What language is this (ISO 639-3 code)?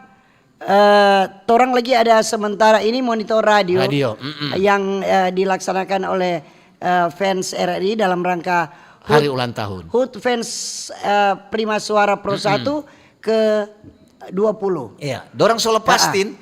xmm